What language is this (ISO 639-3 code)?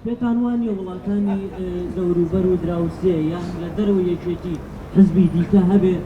ckb